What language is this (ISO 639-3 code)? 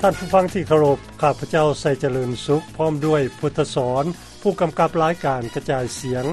lao